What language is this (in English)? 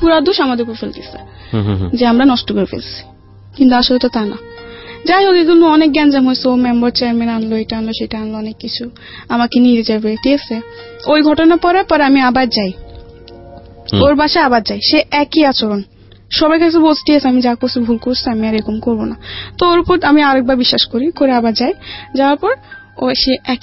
Bangla